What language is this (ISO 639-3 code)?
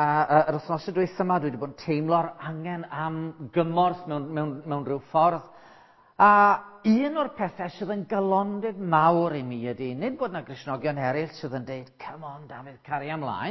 cym